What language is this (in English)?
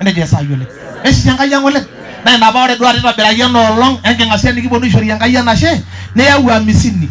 Masai